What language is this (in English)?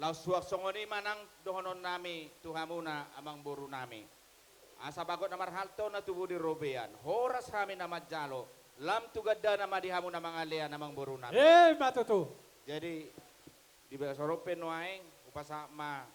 Batak Toba